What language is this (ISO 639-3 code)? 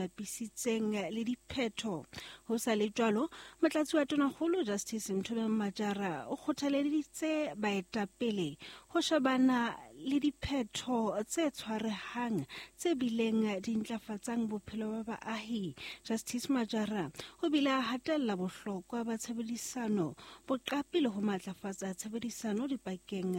sot